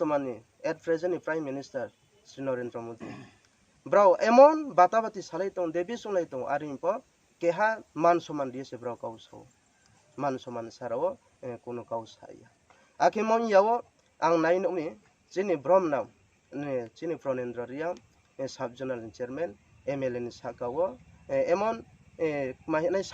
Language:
Riang (India)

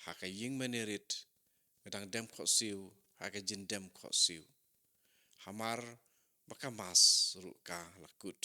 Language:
Khasi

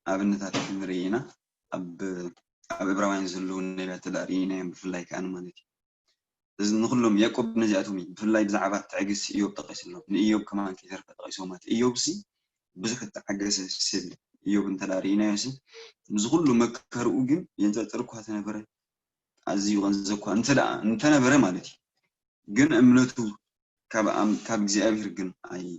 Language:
Tigrinya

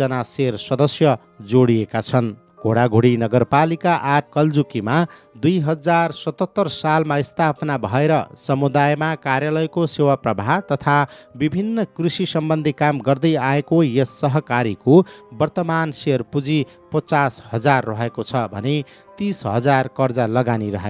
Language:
Nepali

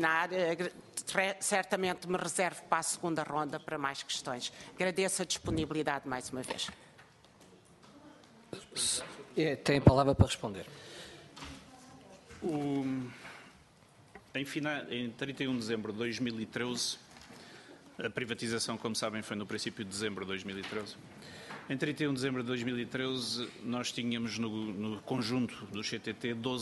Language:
Portuguese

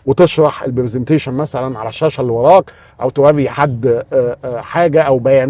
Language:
Egyptian Arabic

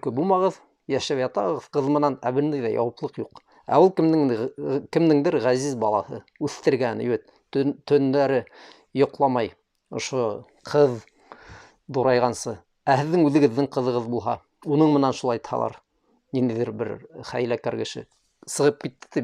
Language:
Bashkir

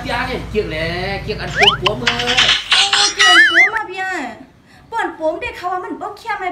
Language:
Shan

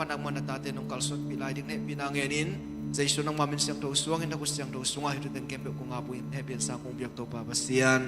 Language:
Tedim Chin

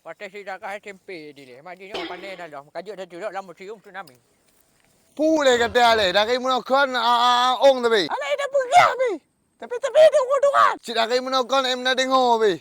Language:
Achinese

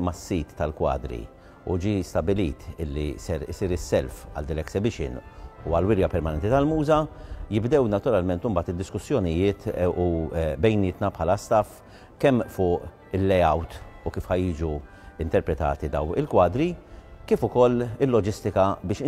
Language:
Maltese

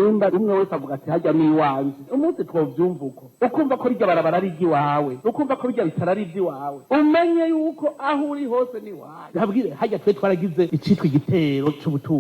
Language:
Rundi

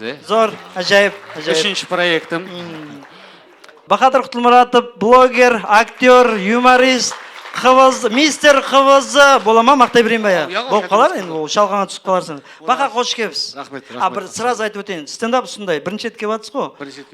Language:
Kara-Kalpak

